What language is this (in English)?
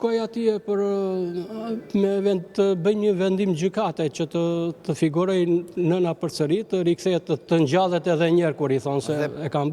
Albanian